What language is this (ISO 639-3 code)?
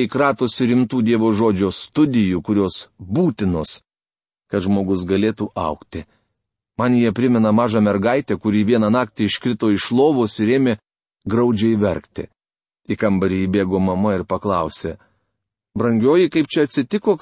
lit